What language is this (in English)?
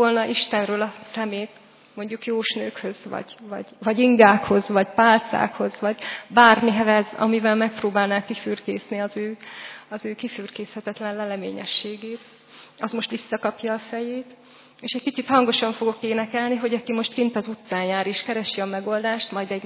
Hungarian